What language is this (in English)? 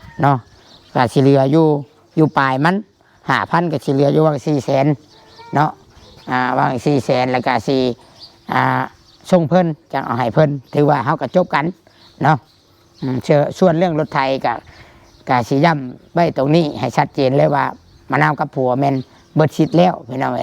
Northeastern Thai